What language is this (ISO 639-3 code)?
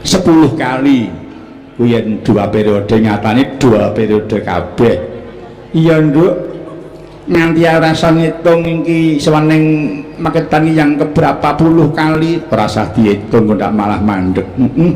jav